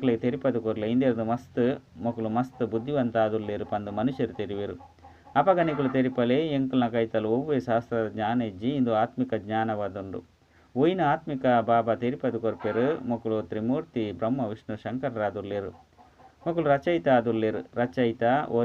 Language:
Tulu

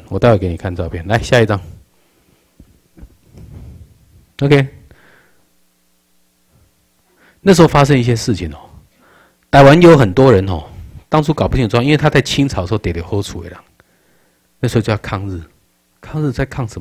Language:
Chinese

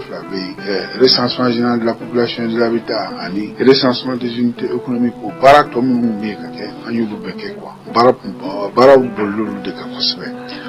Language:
Bambara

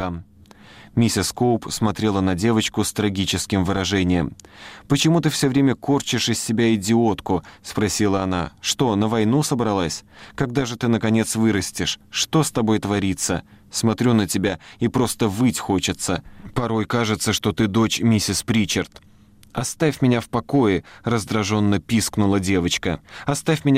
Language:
Russian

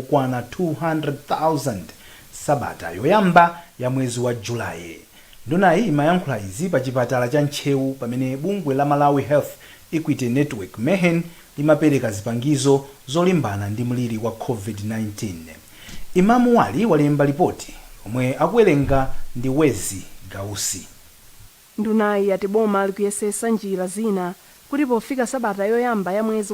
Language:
Nyanja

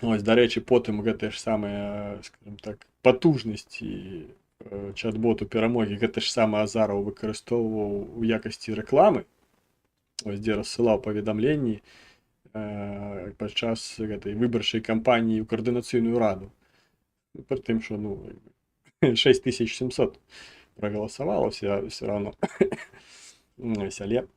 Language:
Belarusian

